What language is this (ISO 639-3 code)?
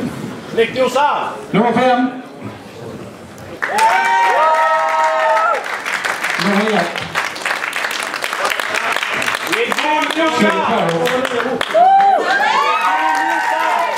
swe